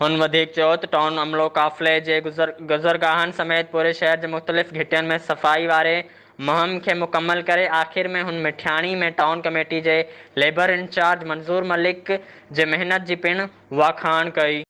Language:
Sindhi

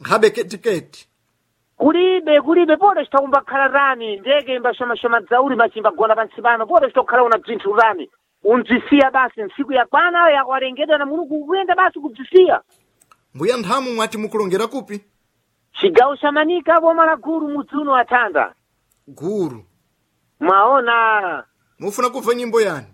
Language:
Sena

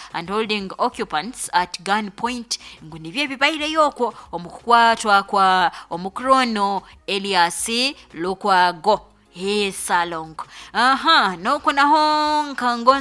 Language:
Nyoro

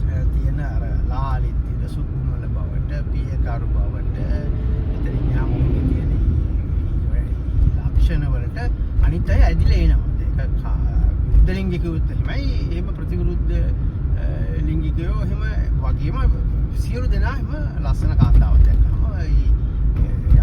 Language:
Sinhala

